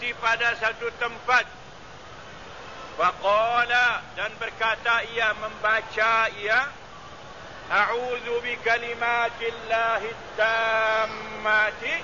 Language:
Malay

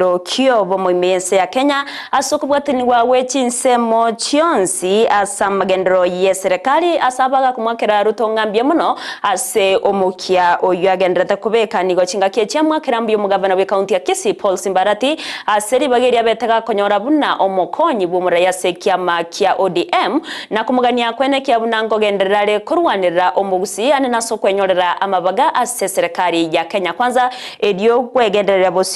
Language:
Gusii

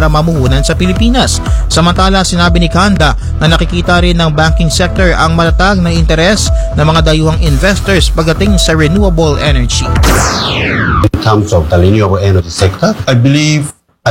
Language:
Filipino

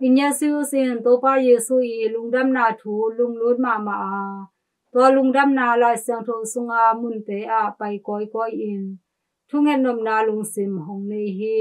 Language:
Tedim Chin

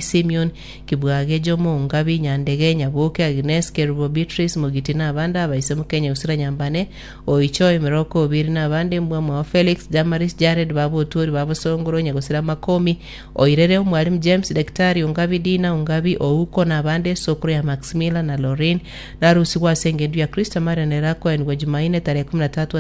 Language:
Gusii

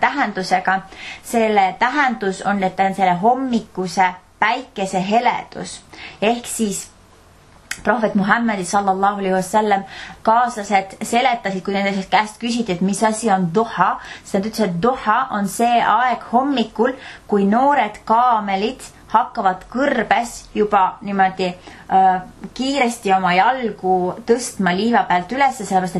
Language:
Estonian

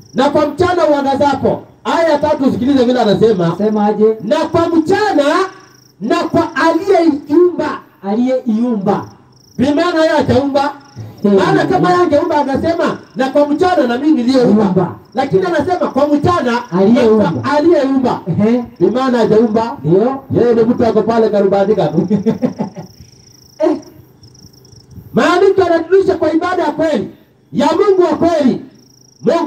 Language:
Swahili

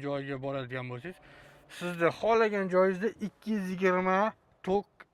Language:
Uzbek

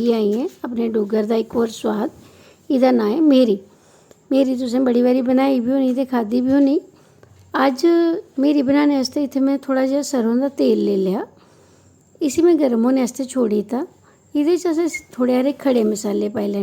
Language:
Dogri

